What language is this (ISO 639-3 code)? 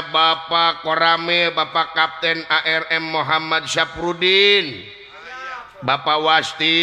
sun